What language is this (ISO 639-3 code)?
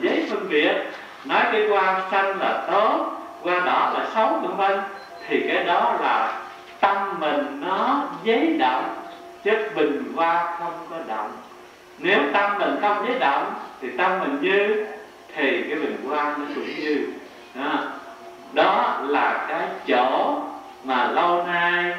vie